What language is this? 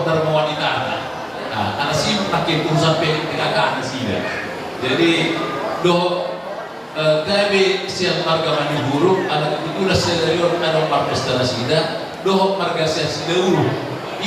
Batak Toba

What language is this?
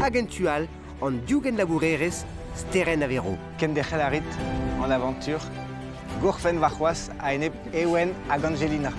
Breton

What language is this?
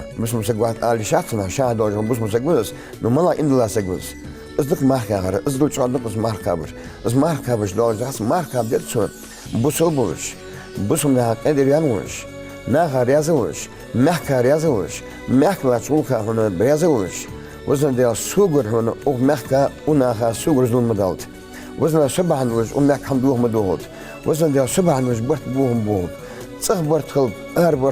Ingush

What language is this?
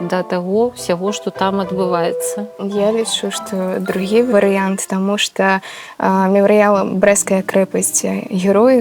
Belarusian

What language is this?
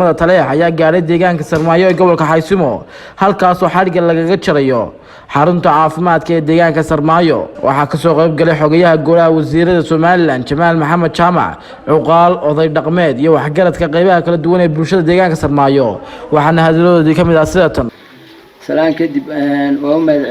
Somali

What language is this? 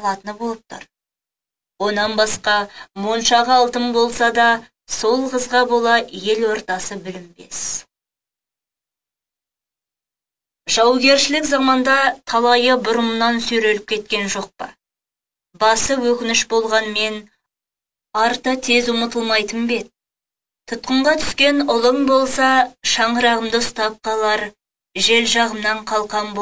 Kazakh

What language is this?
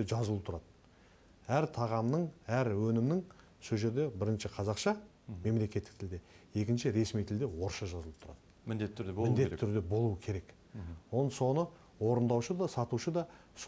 Kazakh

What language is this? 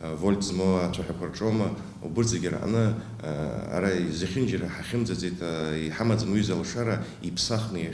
Abkhazian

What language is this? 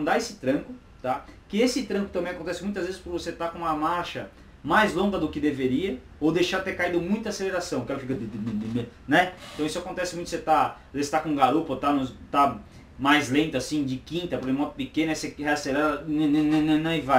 Portuguese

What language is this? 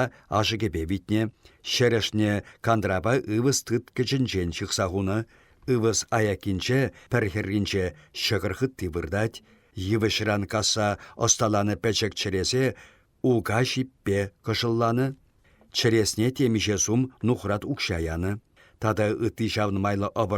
Chuvash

